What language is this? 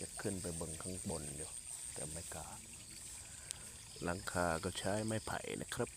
Lao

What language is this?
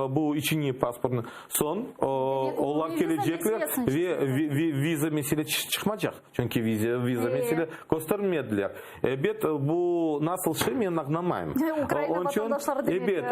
Crimean Tatar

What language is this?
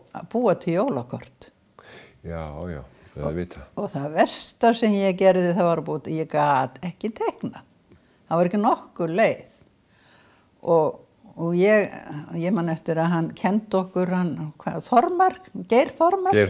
Icelandic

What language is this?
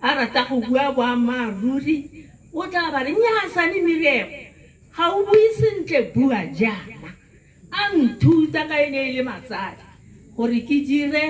Tswana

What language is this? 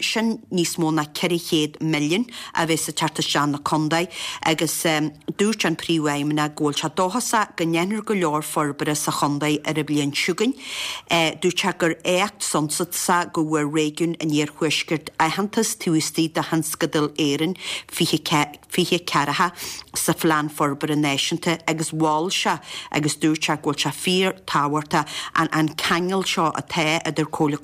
Irish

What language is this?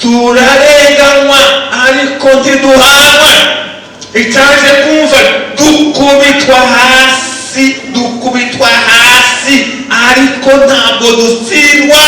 Kinyarwanda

